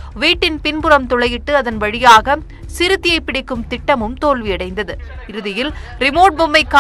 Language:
Tamil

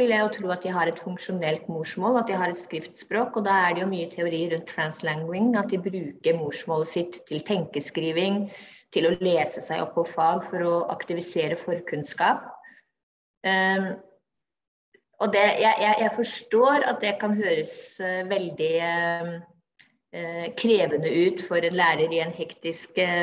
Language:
Norwegian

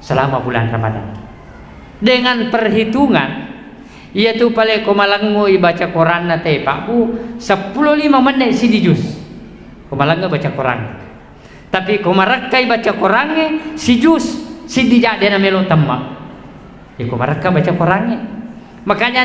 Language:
Buginese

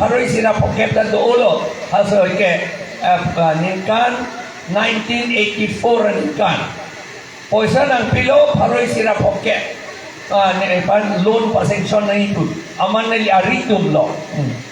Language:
Karbi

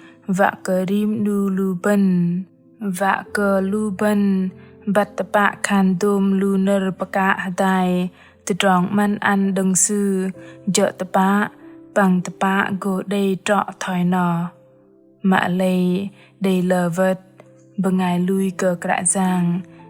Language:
Bahnar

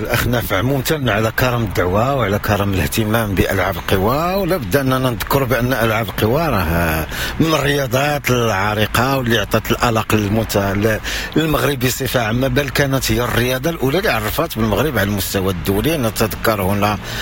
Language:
Moroccan Arabic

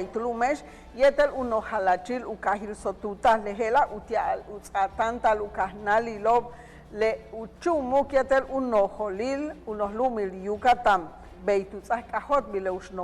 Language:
Yucateco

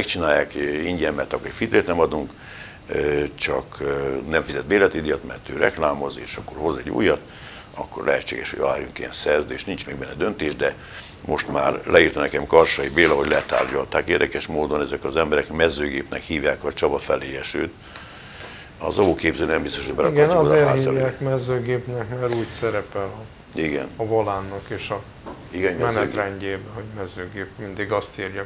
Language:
Hungarian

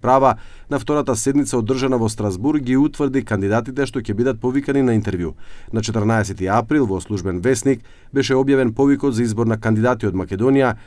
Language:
Macedonian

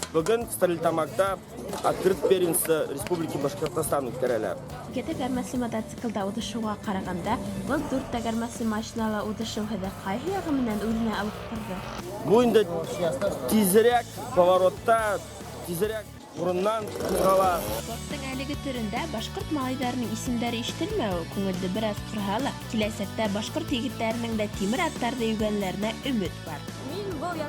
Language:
Bashkir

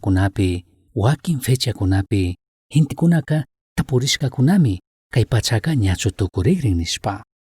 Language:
Chimborazo Highland Quichua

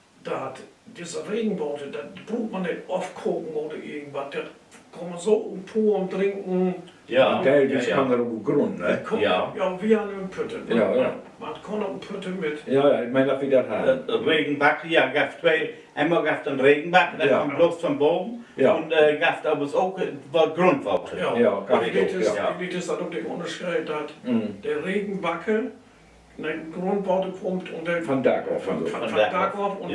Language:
Low German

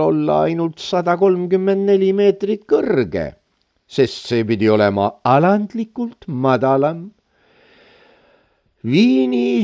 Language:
Estonian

